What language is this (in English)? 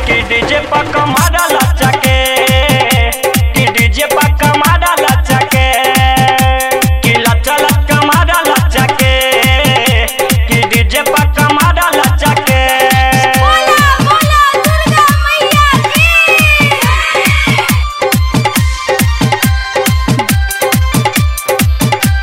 Bhojpuri